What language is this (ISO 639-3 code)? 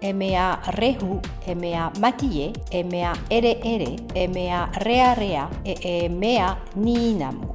tah